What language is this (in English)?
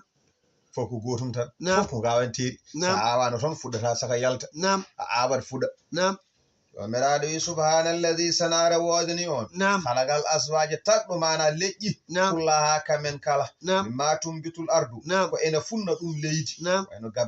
Fula